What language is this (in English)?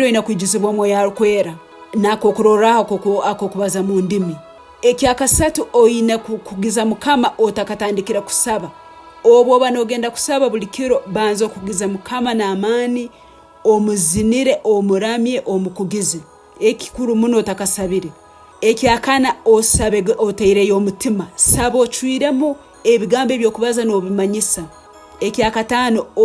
Tooro